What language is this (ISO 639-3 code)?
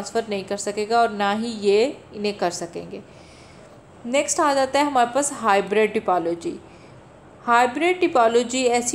hin